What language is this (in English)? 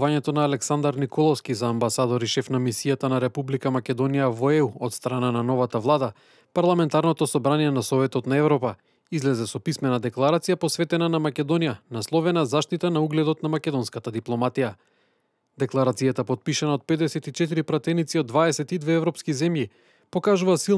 Macedonian